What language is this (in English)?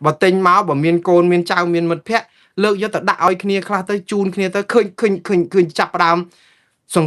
Khmer